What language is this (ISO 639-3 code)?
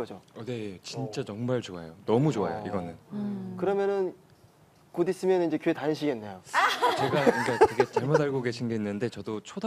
kor